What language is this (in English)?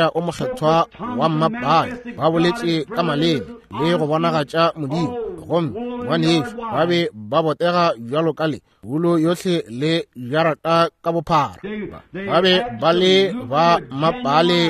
Northern Sotho